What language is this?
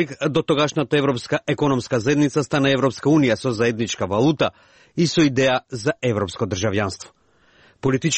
Macedonian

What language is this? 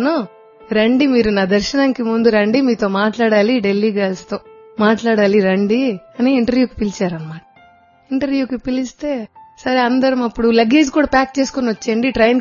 Telugu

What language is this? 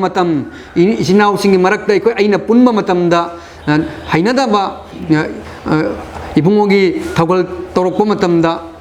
Manipuri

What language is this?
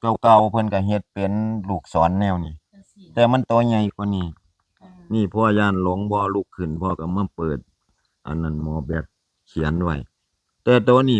Northeastern Thai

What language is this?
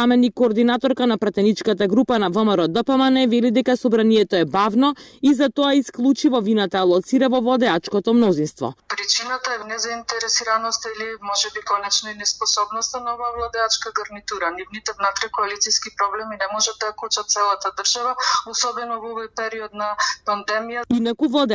Macedonian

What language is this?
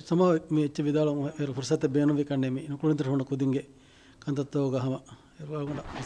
Divehi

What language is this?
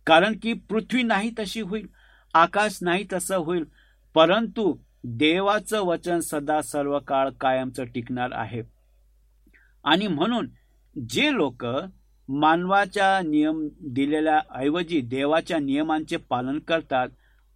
Marathi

